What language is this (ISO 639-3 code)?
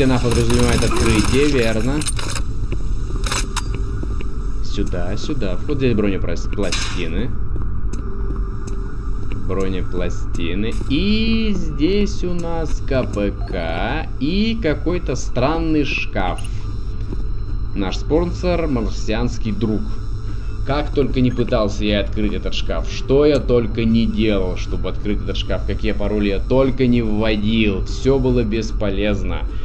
rus